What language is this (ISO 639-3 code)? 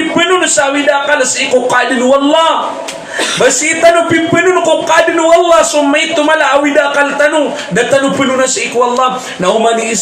mrw